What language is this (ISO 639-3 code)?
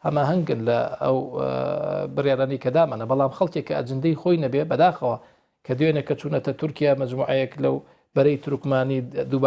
ckb